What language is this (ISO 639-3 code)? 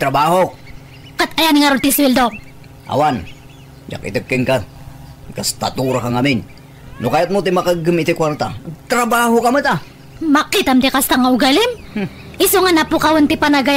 ilo